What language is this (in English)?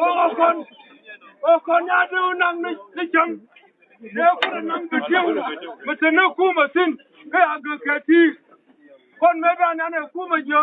Nuer